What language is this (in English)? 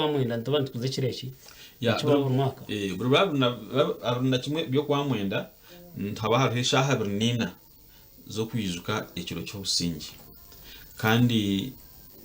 Nyankole